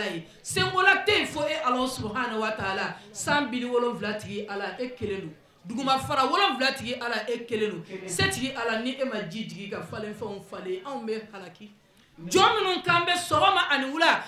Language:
Bambara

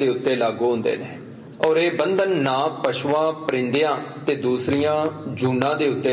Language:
Punjabi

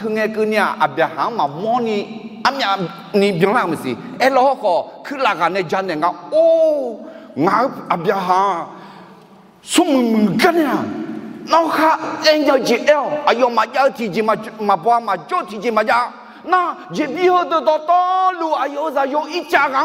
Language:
Akha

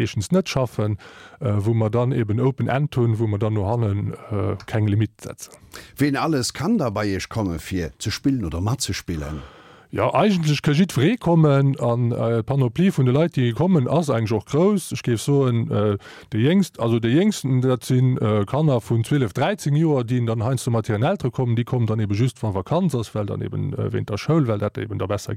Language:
Luxembourgish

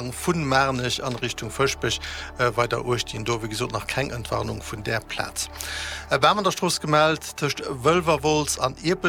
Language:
Luxembourgish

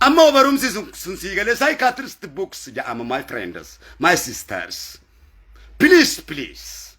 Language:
Oromo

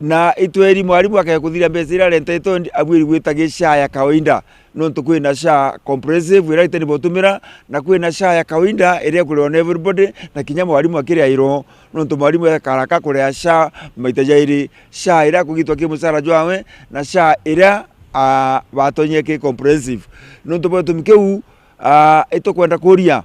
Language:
Meru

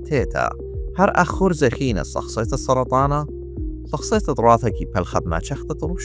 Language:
Assyrian Neo-Aramaic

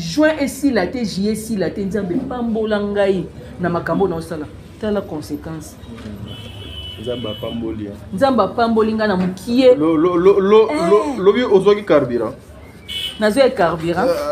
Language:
Lingala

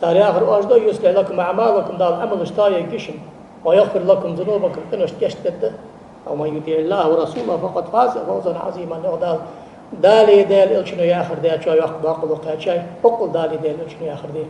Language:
Ingush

